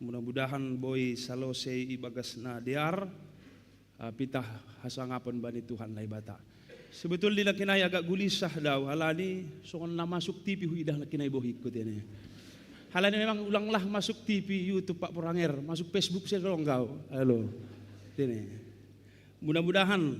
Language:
Batak Simalungun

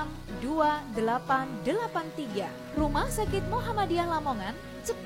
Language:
Indonesian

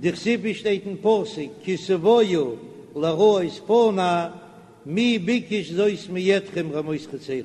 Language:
Yiddish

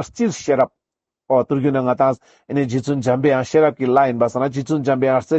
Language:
Ladakhi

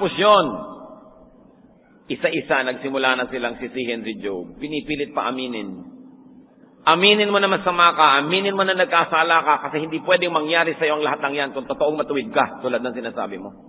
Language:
Filipino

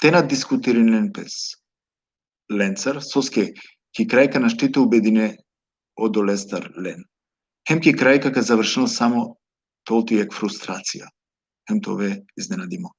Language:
Balkan Romani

